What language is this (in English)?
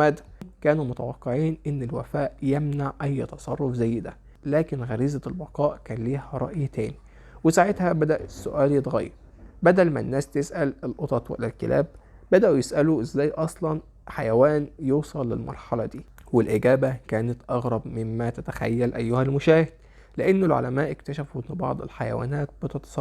Egyptian Arabic